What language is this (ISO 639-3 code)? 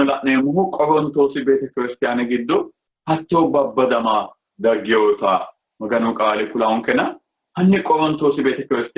sid